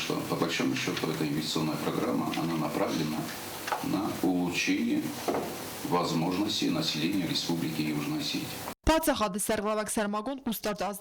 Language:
Ossetic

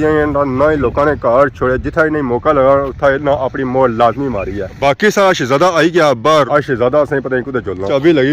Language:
Pahari-Potwari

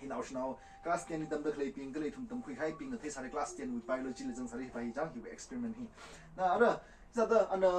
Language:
Tangkhul Naga (India)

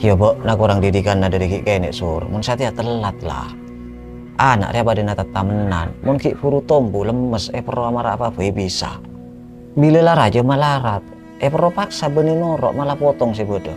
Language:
Madurese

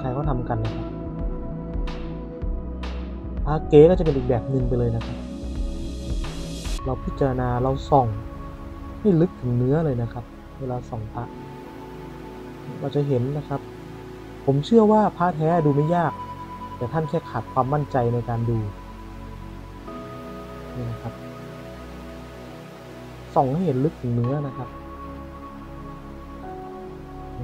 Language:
Thai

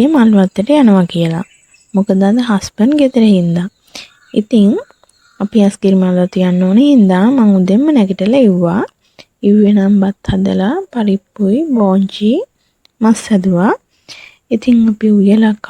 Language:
Sinhala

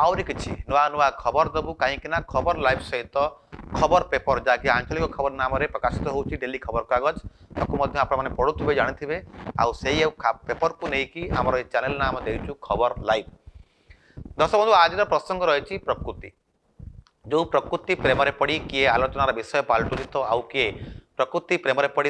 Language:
Odia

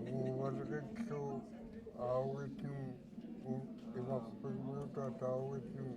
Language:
Central Yupik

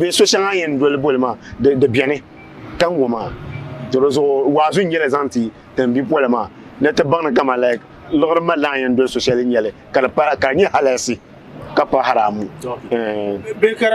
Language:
Dagbani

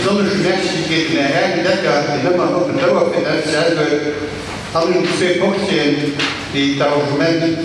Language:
Luxembourgish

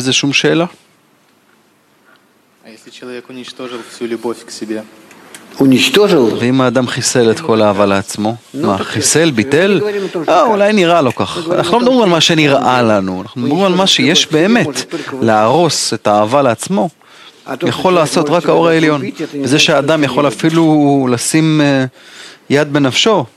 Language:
Hebrew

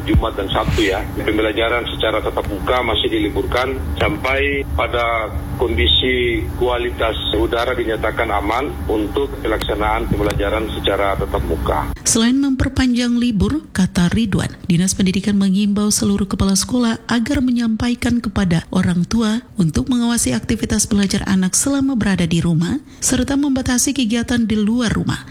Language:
Indonesian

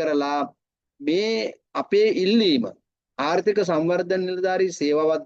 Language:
Sinhala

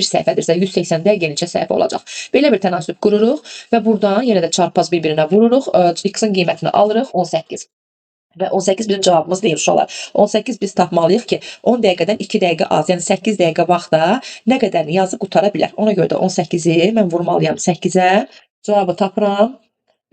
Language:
Azerbaijani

